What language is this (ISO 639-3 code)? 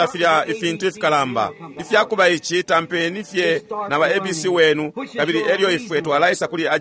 bem